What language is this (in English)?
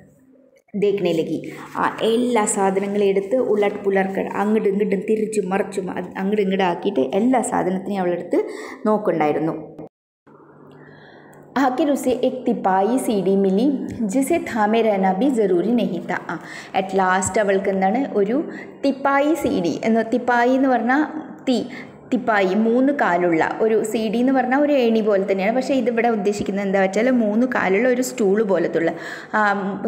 Malayalam